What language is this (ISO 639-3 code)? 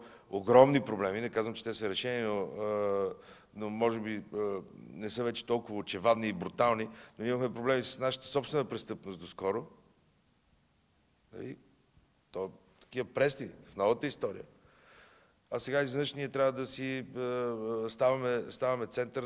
bul